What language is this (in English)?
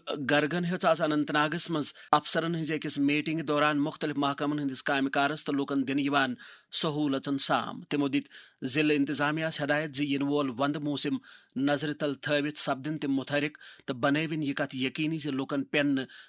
Kashmiri